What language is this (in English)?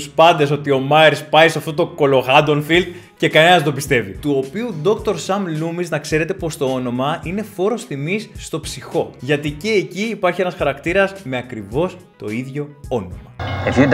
Greek